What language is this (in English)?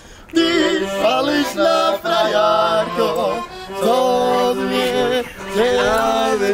Slovak